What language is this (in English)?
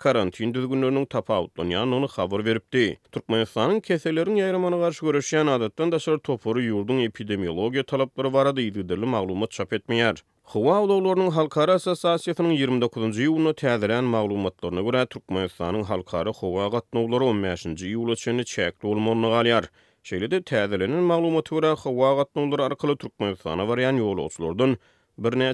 Turkmen